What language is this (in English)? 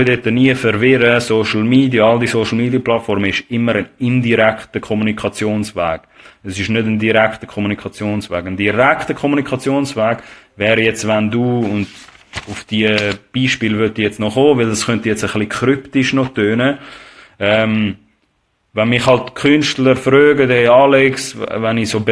Swiss German